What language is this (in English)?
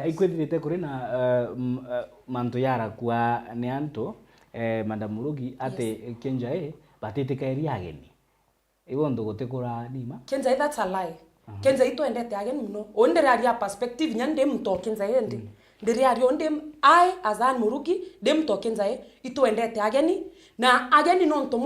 Meru